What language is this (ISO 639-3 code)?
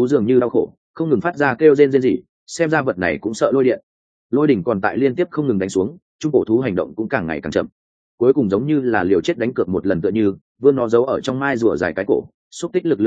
vie